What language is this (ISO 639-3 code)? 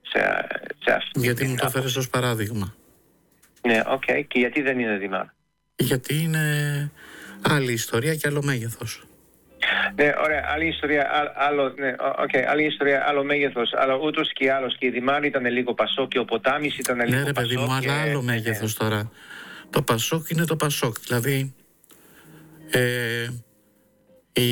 ell